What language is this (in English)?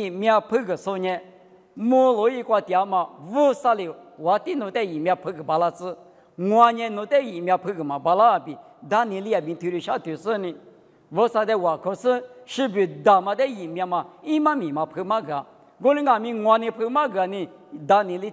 Lisu